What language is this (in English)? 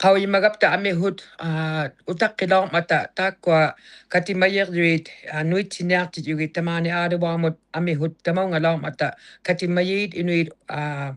Inuktitut